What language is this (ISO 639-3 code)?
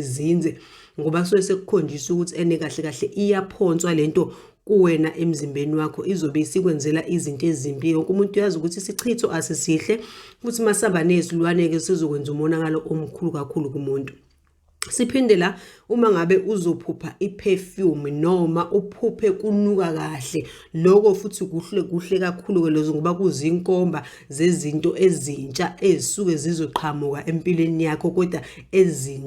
zul